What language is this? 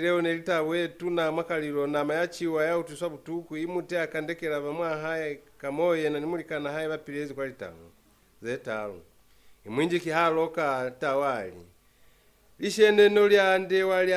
Lozi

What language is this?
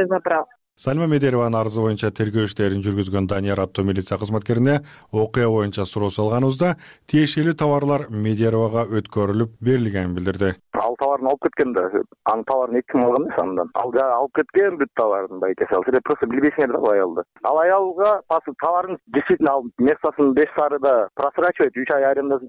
Kyrgyz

